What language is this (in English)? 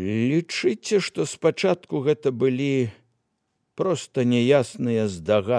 Belarusian